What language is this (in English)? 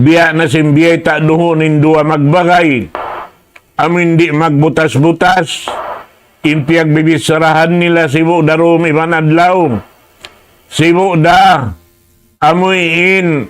Tausug